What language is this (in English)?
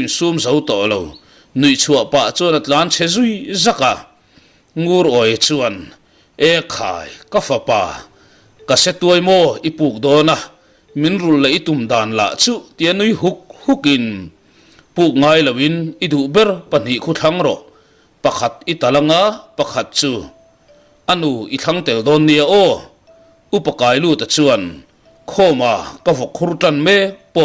Mizo